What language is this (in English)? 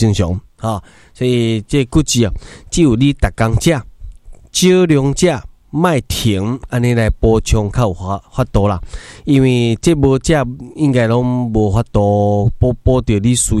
Min Nan Chinese